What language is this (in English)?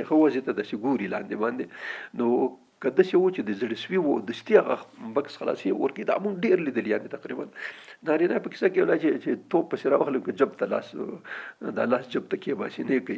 Pashto